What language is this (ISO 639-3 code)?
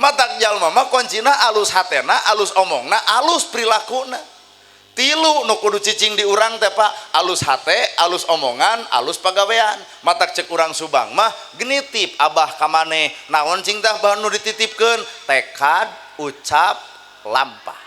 sun